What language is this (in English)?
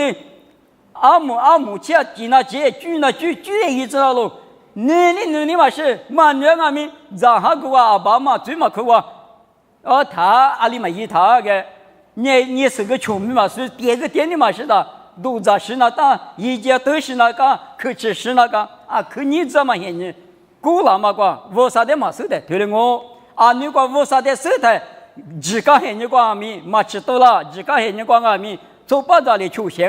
Lisu